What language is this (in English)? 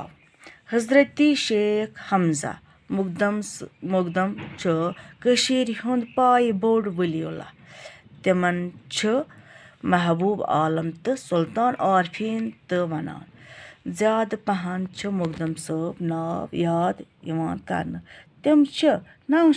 Kashmiri